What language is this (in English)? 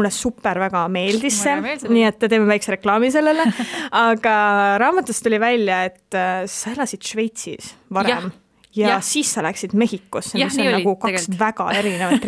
Estonian